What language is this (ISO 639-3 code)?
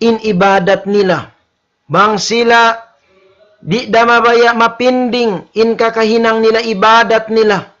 tsg